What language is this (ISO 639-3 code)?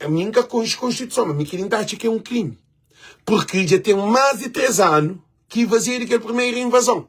kea